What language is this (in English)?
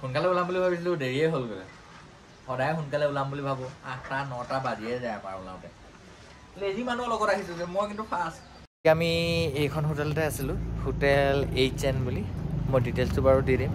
Assamese